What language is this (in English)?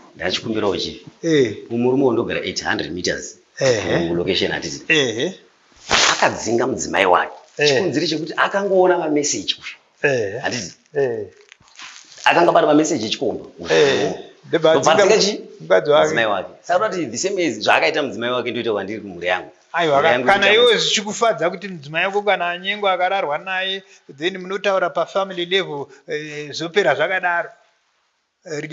Shona